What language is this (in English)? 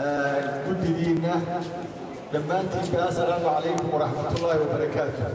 Somali